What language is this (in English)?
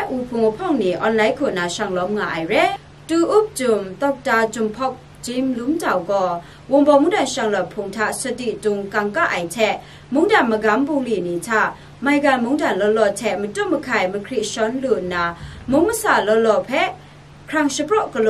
Kachin